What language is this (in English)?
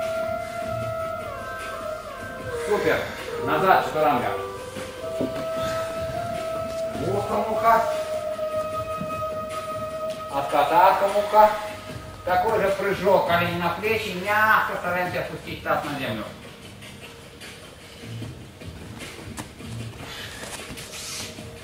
Russian